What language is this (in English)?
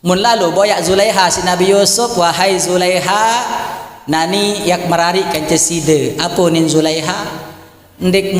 Sasak